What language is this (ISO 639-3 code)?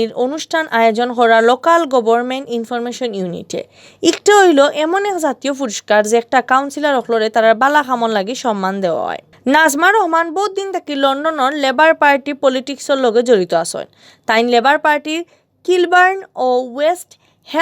syl